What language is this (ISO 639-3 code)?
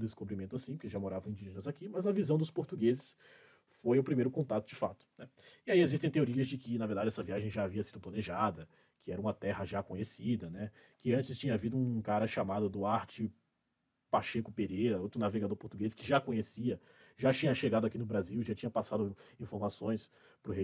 por